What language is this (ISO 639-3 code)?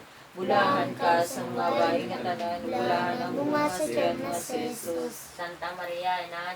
ceb